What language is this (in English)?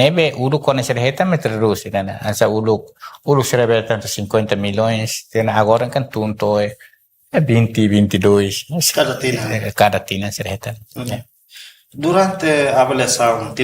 Tetum